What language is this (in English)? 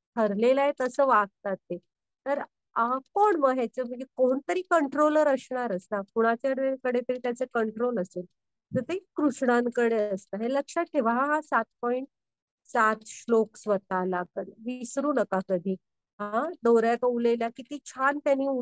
Marathi